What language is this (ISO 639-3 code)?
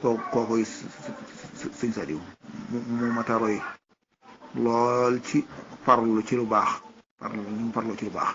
wol